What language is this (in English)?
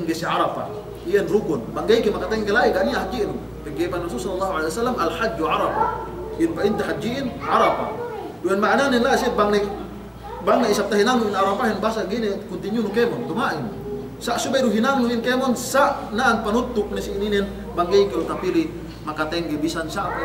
Yakan